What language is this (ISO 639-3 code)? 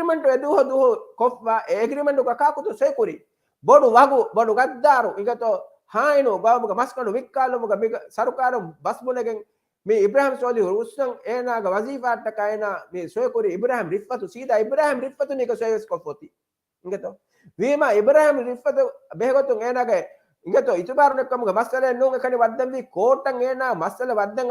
div